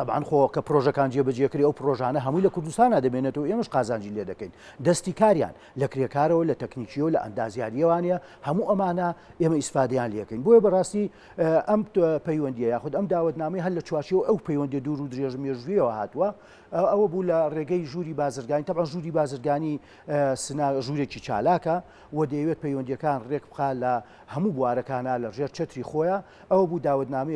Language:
Central Kurdish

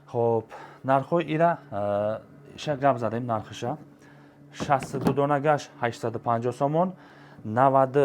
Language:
Tajik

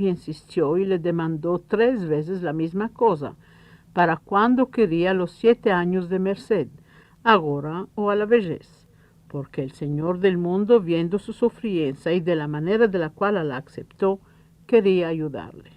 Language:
Ladino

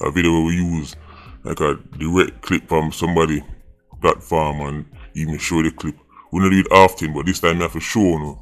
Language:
Jamaican Creole English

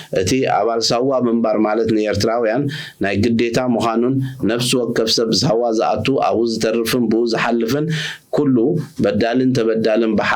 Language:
Tigrinya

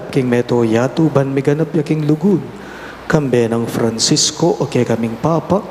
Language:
Pampanga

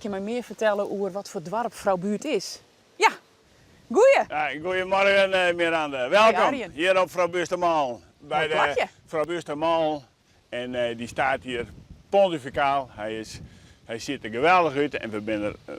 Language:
Western Frisian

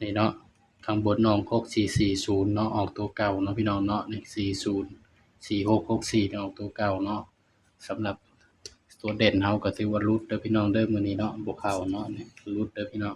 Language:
Northeastern Thai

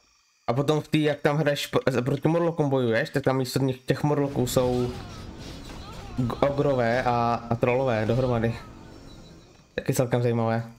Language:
Czech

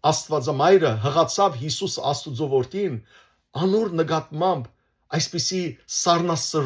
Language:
Western Armenian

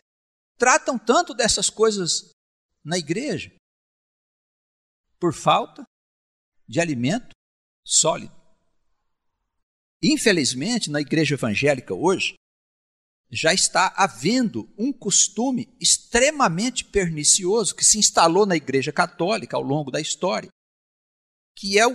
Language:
Portuguese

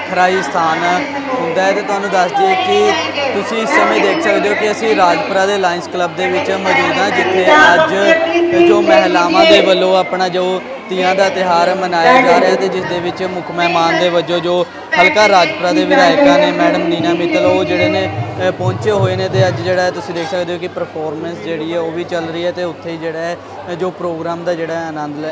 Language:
Punjabi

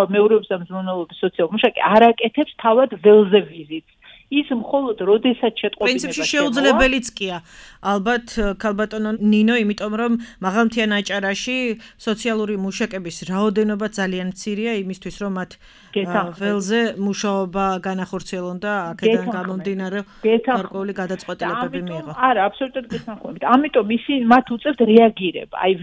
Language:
Georgian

